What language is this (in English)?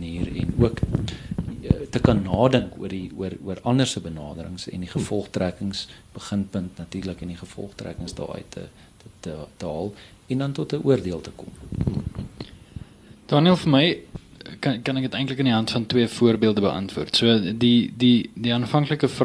Afrikaans